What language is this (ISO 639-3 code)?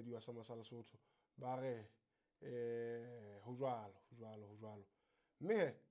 sot